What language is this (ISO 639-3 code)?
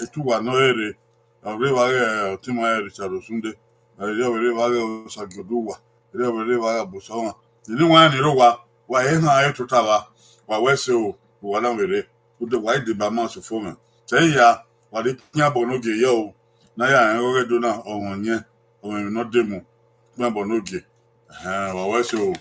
bin